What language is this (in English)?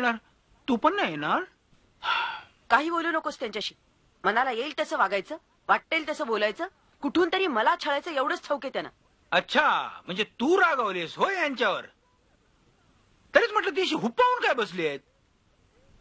Marathi